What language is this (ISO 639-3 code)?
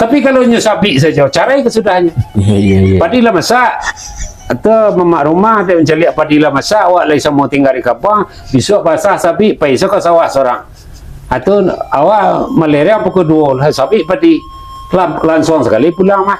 min